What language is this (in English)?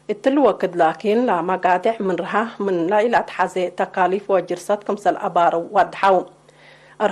Tigre